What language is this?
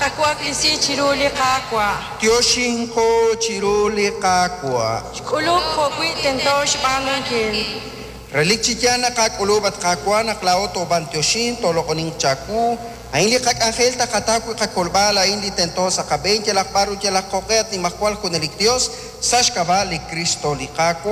Kekchí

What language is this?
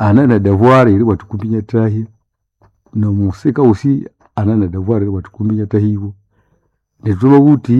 Nande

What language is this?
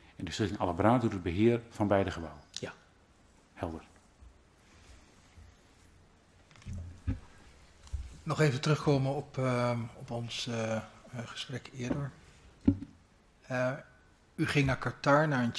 Dutch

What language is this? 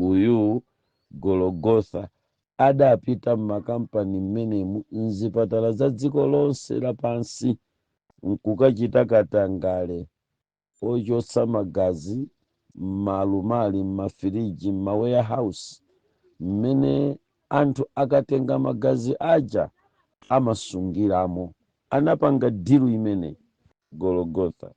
Nyanja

